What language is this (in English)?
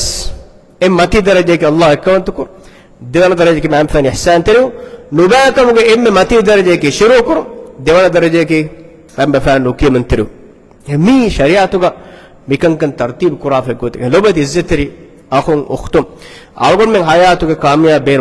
Divehi